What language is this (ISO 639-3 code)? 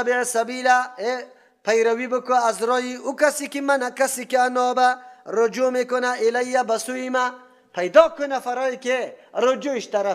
fas